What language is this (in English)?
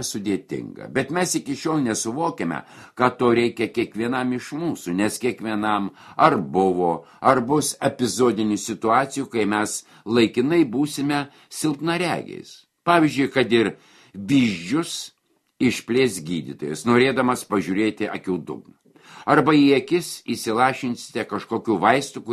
Lithuanian